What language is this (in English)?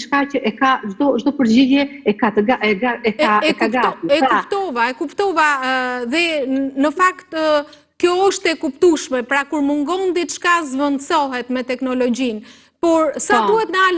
Albanian